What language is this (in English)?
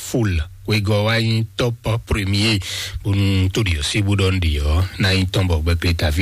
Fon